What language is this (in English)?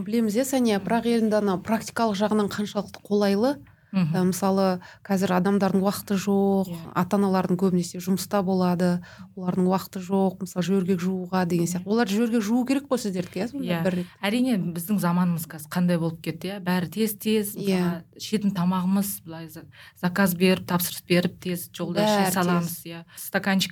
Kazakh